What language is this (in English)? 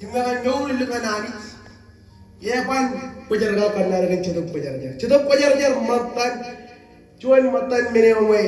Marshallese